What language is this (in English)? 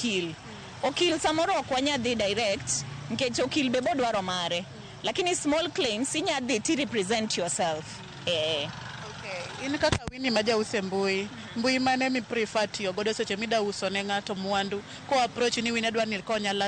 Luo (Kenya and Tanzania)